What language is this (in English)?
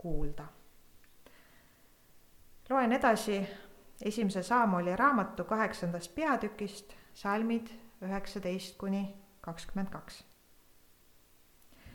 Estonian